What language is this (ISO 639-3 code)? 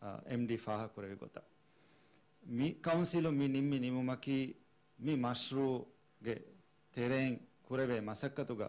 div